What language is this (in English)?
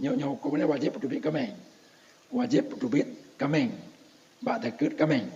Achinese